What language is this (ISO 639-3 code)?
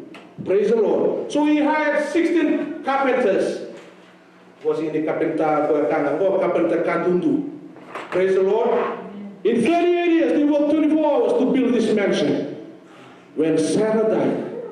fij